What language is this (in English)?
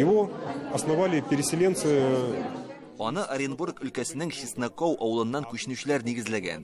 Tatar